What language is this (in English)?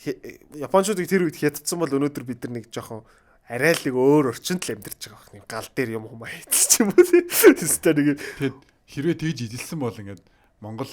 Mongolian